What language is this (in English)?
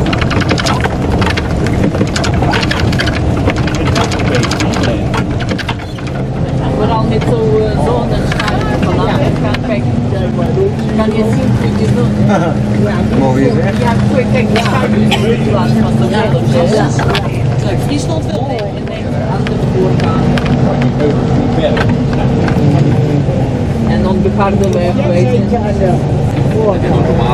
Dutch